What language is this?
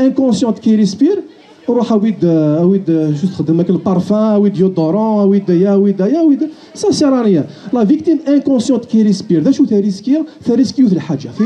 Kabyle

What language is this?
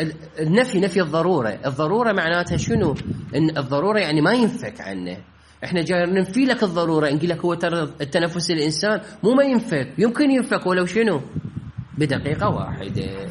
Mesopotamian Arabic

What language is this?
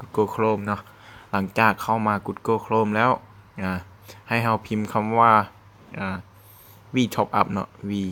Lao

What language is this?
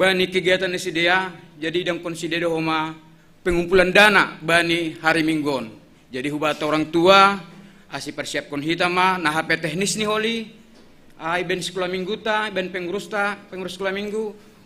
Batak Simalungun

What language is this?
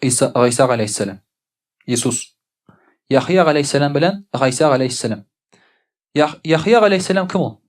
Tatar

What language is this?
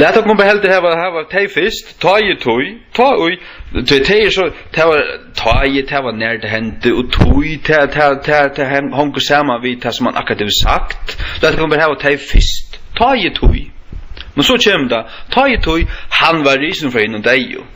Faroese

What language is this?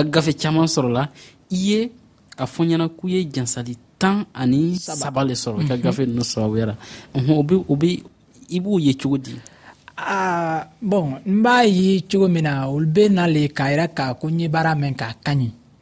Dyula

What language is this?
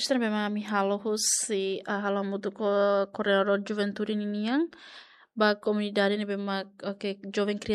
Tetum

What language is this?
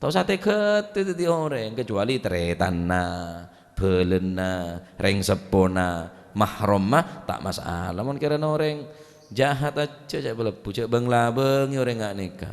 Madurese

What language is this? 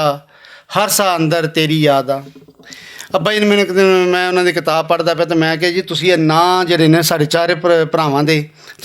Western Panjabi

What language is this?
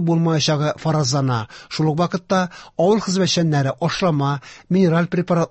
Tatar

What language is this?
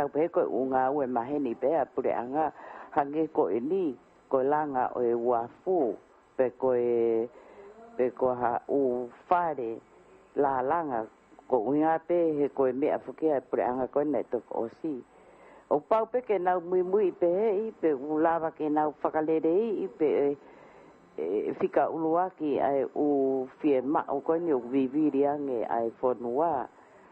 Tongan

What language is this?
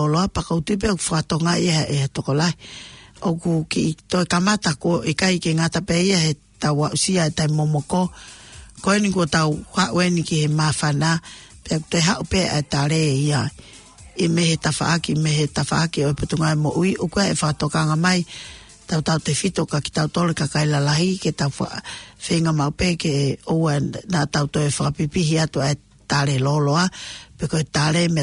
Tongan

